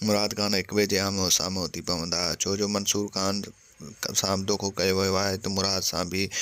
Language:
Sindhi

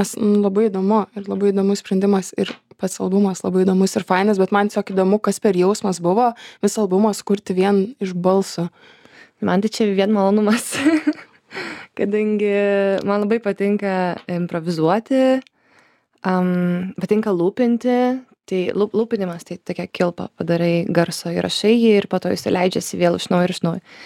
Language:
Lithuanian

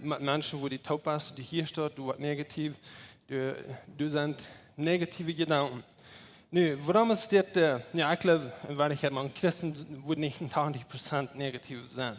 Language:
Plautdietsch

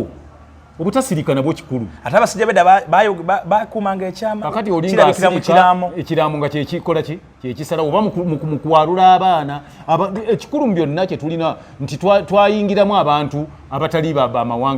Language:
Ganda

